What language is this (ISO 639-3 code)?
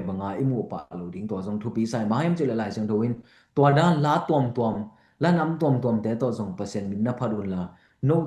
ctd